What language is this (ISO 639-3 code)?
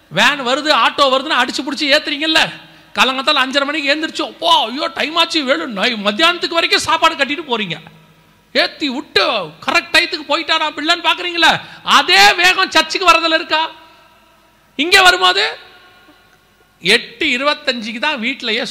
tam